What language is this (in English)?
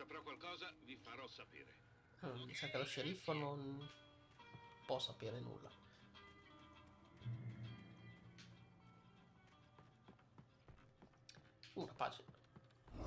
Italian